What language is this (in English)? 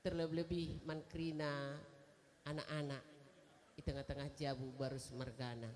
Batak Karo